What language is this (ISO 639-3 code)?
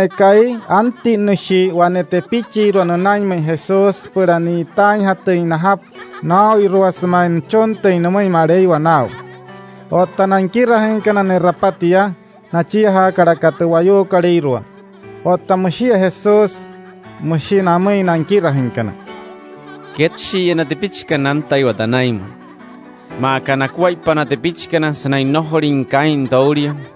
guc